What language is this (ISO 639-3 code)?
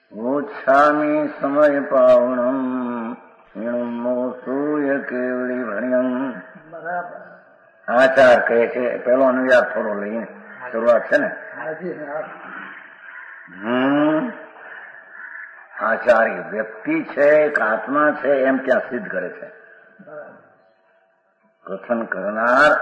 guj